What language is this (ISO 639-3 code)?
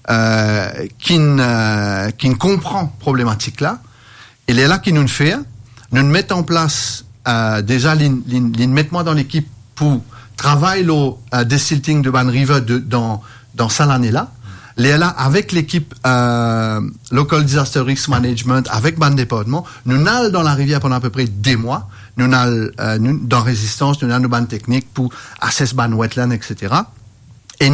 mfe